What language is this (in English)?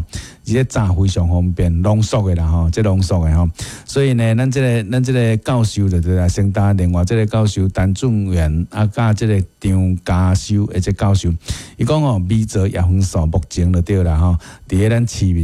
Min Nan Chinese